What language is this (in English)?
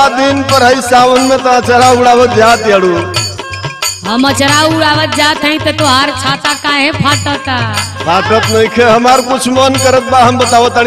Bhojpuri